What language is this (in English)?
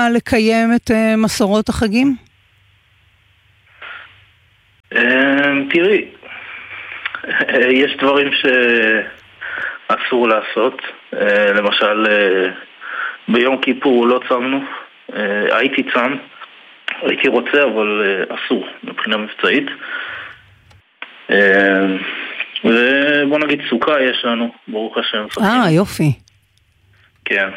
Hebrew